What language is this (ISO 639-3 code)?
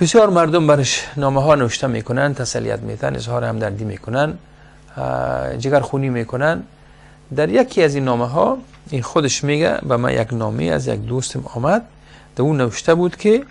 fas